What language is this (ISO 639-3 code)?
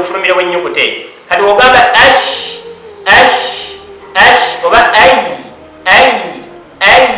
lug